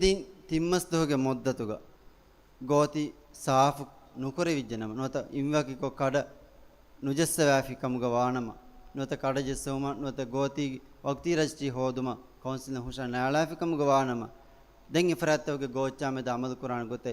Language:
Divehi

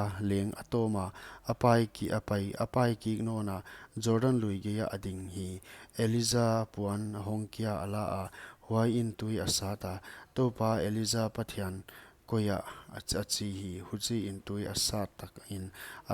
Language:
Paite Chin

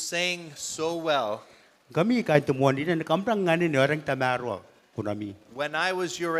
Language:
Gilbertese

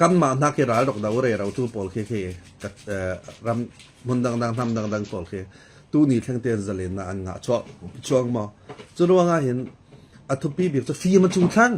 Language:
Falam Chin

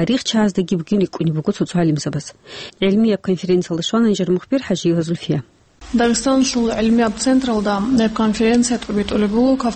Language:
Avaric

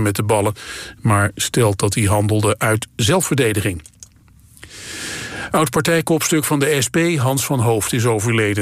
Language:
Dutch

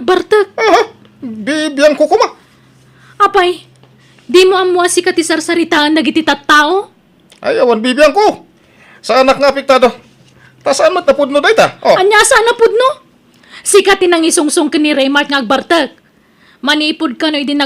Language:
Iloko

